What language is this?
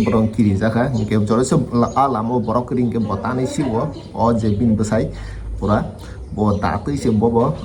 Kok Borok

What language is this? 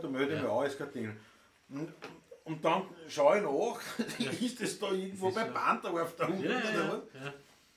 Bavarian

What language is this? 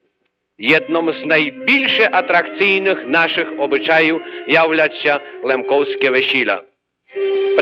Rusyn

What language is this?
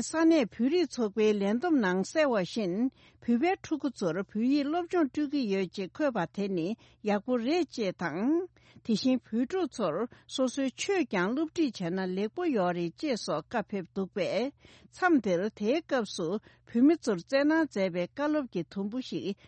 Tibetan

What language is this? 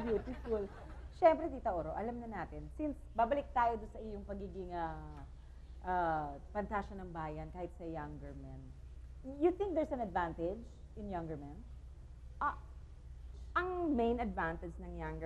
Filipino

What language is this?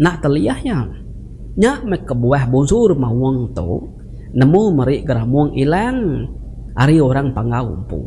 Iban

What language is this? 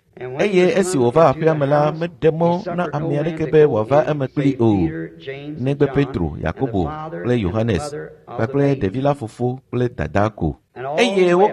Ewe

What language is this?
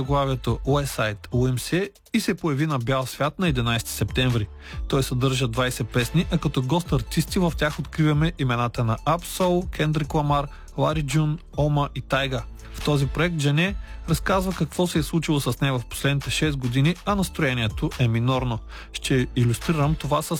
Bulgarian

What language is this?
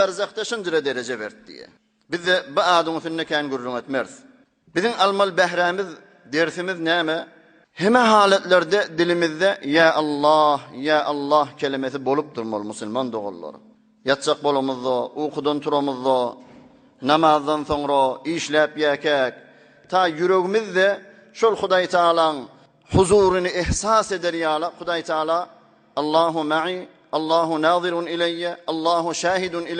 Turkmen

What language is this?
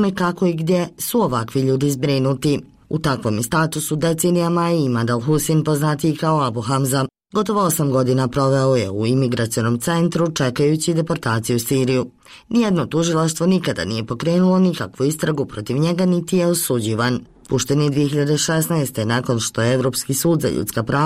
Bosnian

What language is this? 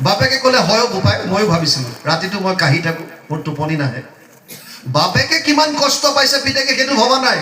Assamese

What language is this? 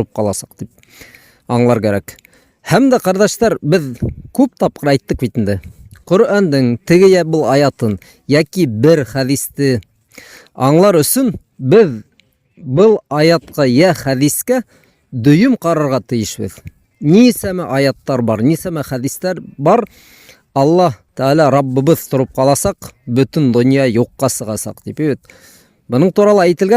Bashkir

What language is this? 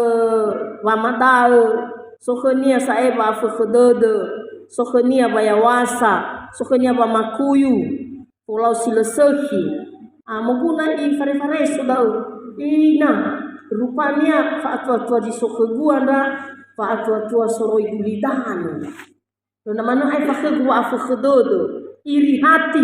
Nias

